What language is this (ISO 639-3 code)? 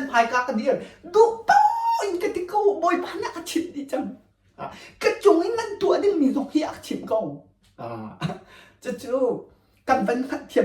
cnh